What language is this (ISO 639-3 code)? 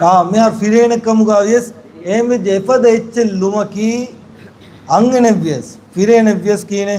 div